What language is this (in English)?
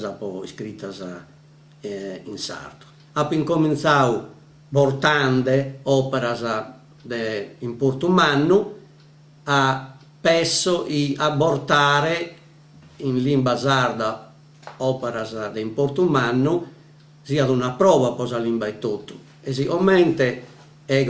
Sardinian